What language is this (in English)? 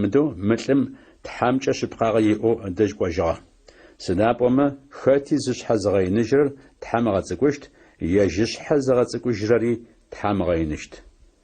Adyghe